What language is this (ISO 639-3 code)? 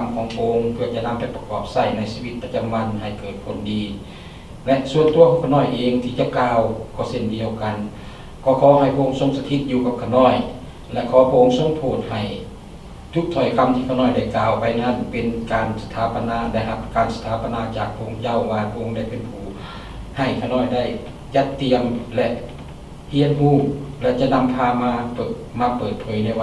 lao